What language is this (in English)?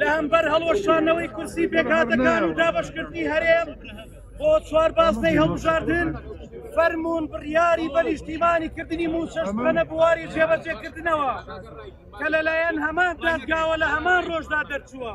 Central Kurdish